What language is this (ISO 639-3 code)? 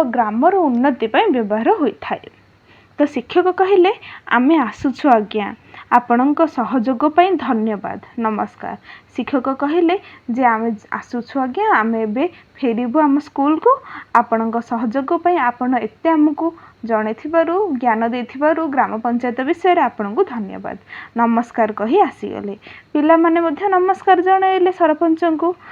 ori